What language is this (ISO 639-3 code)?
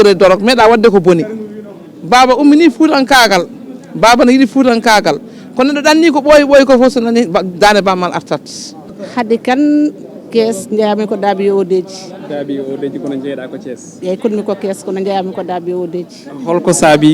ful